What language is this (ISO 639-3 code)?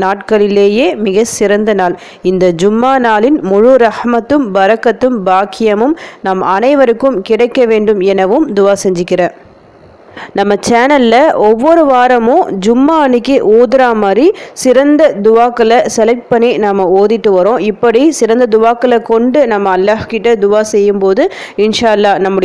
tam